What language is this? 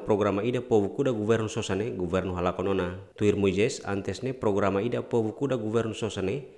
Tetum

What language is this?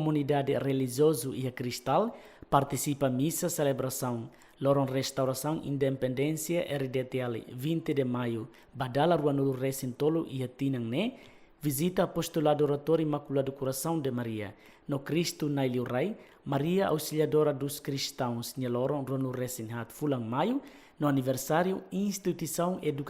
Tetum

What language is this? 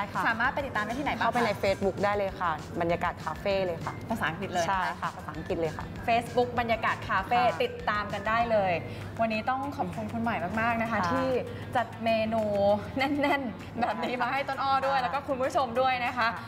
Thai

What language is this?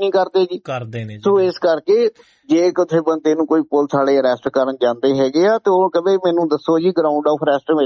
Punjabi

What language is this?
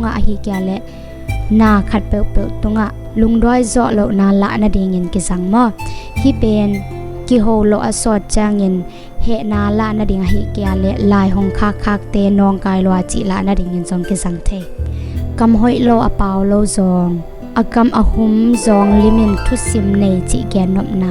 Tedim Chin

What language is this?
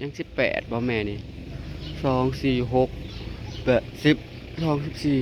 Northeastern Thai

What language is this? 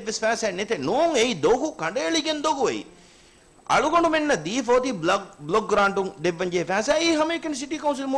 Divehi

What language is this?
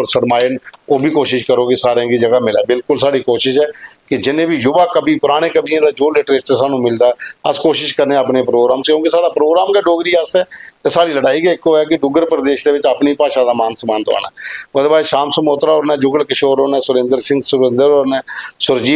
Dogri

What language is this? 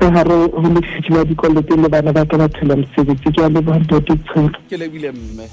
Southern Sotho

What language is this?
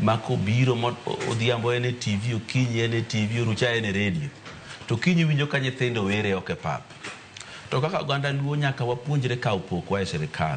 Luo (Kenya and Tanzania)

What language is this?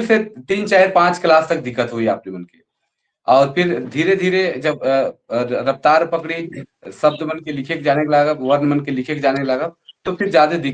Sadri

